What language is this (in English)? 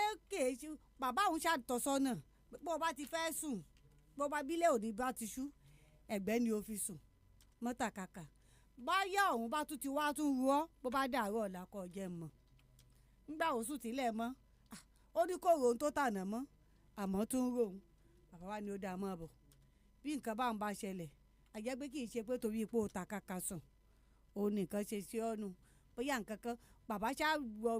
Yoruba